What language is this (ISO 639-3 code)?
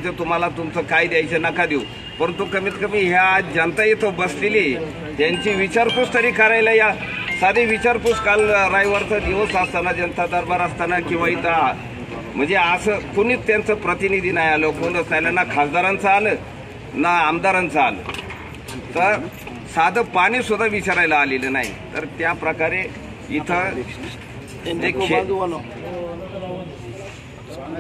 mar